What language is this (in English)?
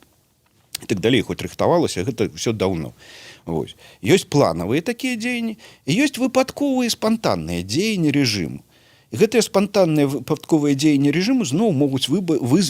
Belarusian